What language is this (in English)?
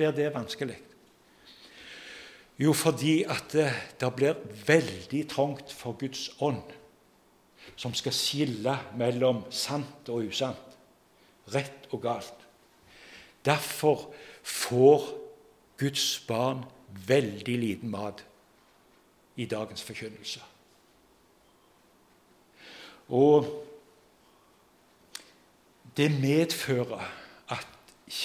Norwegian